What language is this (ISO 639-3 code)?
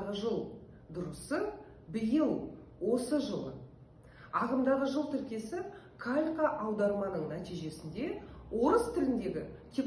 kaz